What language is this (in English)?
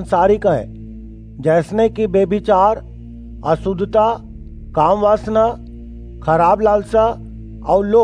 Chhattisgarhi